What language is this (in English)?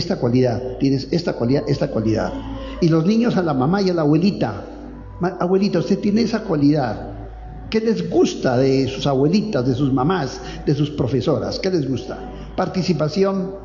Spanish